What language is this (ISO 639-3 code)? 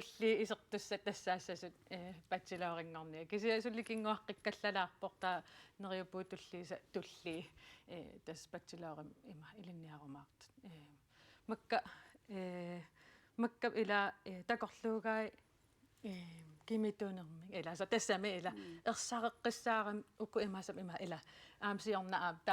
kal